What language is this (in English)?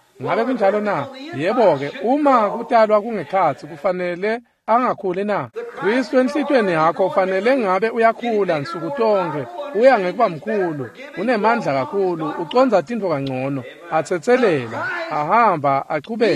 Swati